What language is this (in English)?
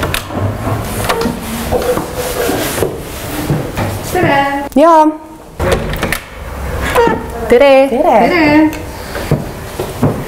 Estonian